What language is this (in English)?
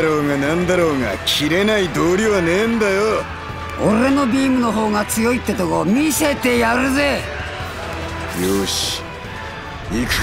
Japanese